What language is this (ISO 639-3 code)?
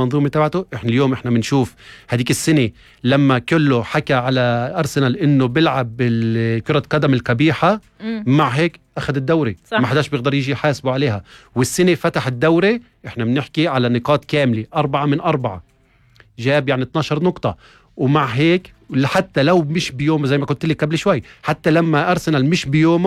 apc